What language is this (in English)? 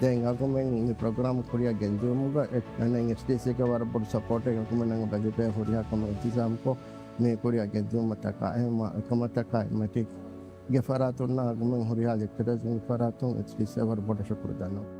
Divehi